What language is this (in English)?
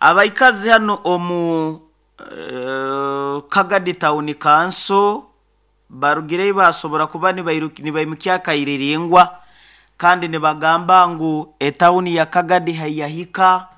Nyoro